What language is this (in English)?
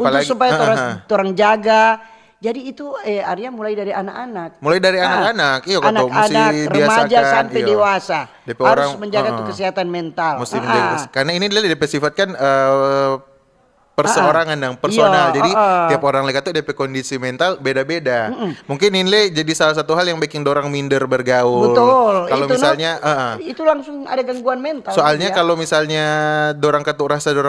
Manado Malay